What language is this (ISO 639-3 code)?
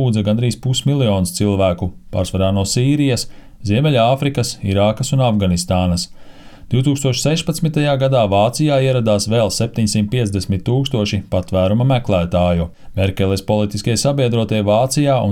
lav